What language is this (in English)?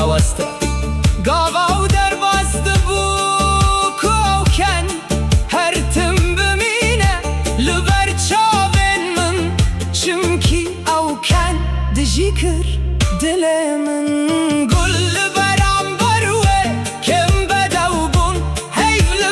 Kurdish